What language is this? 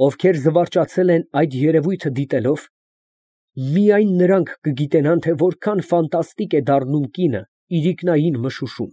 Armenian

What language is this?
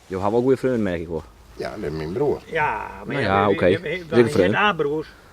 Western Frisian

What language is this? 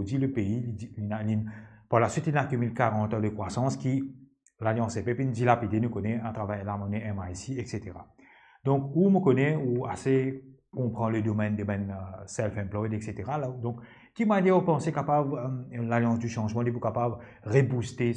Morisyen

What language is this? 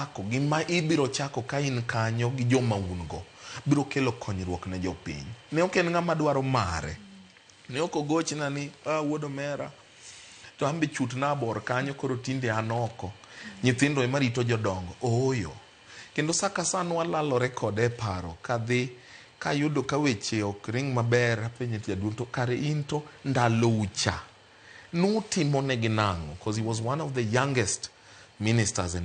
Luo (Kenya and Tanzania)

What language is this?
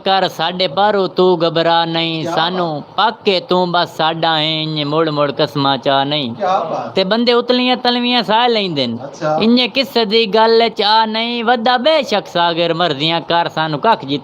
Saraiki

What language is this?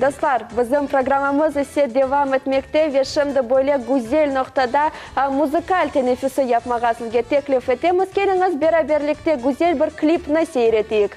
Crimean Tatar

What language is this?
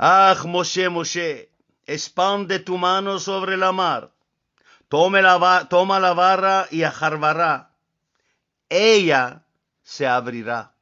Ladino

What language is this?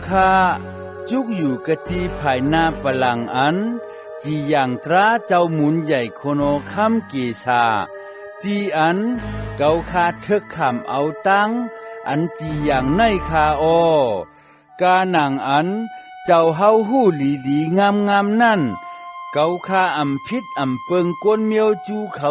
Shan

